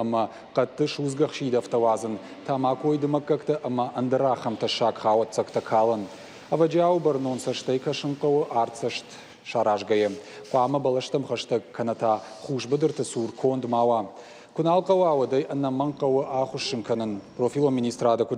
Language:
Ossetic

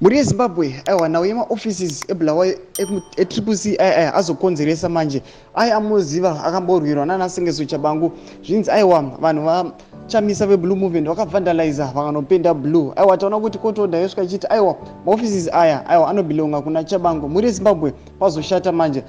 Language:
Shona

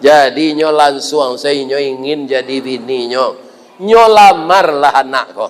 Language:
Minangkabau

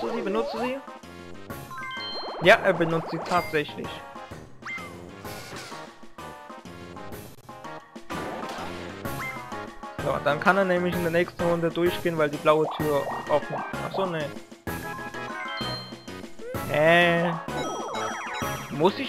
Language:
German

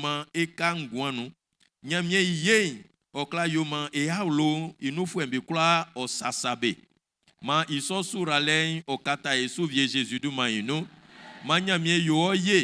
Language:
Baoulé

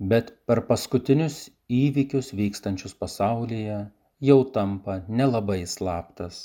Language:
Lithuanian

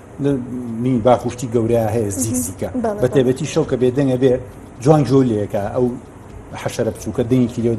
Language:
Central Kurdish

